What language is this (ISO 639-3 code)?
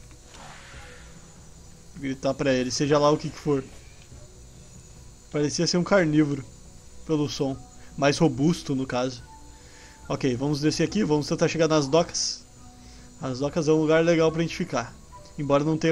por